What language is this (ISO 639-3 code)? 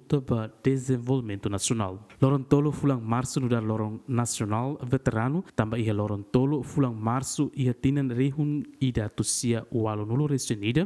tet